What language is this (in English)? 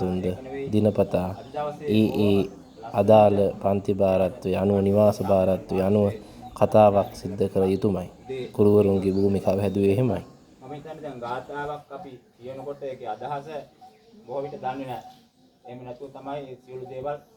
Sinhala